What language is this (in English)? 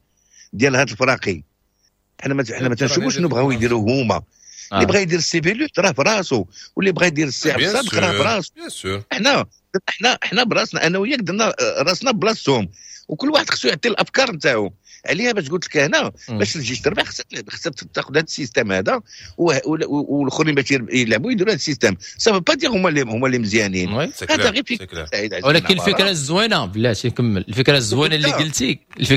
Moroccan Arabic